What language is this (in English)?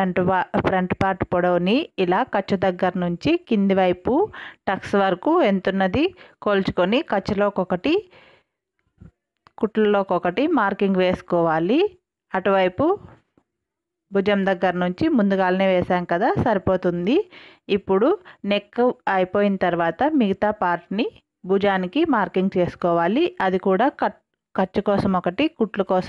Telugu